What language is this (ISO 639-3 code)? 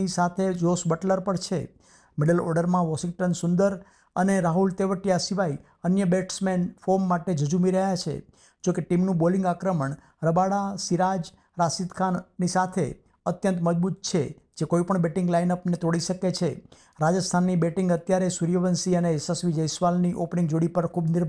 guj